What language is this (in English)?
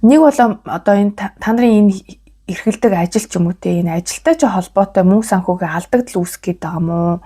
Mongolian